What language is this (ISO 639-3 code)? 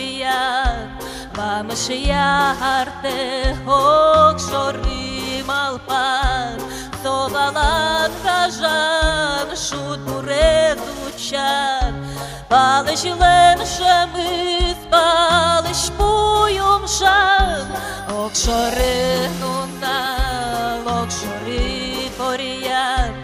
udm